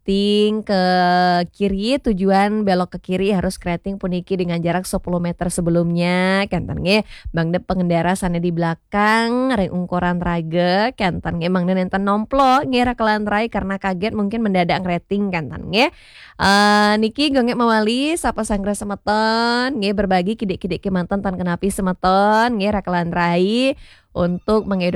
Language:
Balinese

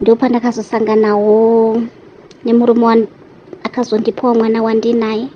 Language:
Shona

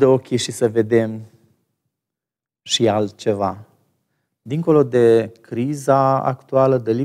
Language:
Romanian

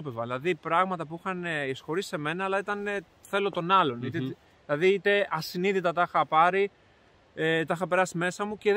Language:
Greek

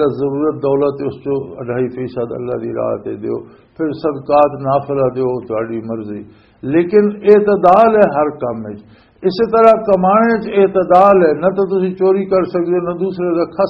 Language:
Western Panjabi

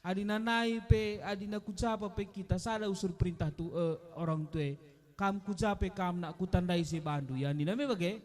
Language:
Batak Karo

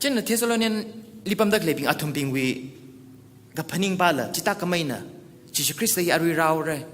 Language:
Tangkhul Naga (India)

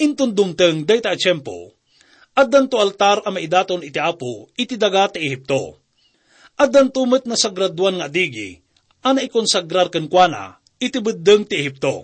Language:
Iloko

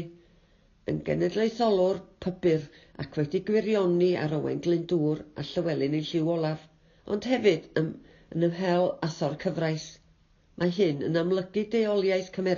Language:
Welsh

